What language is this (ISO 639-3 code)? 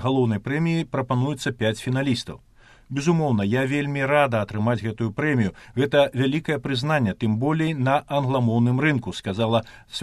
bel